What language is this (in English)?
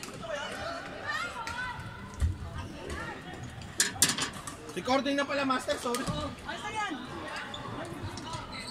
Filipino